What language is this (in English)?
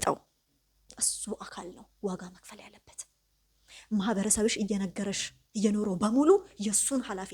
Amharic